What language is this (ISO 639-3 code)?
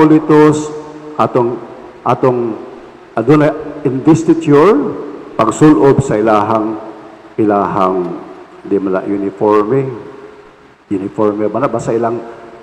ceb